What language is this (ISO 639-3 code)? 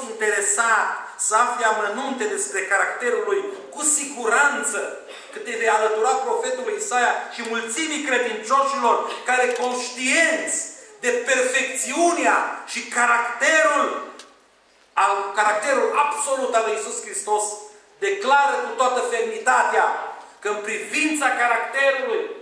ron